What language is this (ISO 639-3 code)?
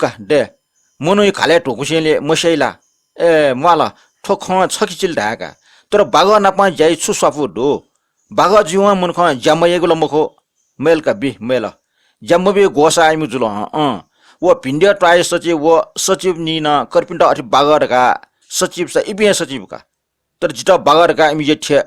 new